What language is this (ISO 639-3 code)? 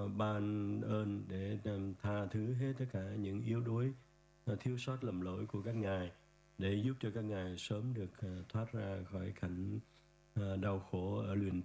vie